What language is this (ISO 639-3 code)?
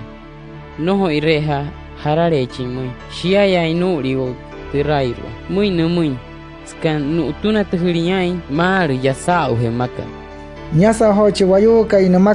guc